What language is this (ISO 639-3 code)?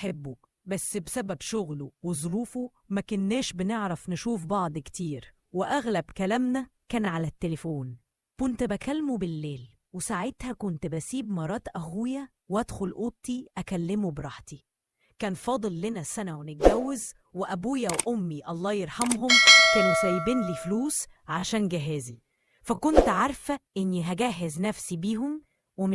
arz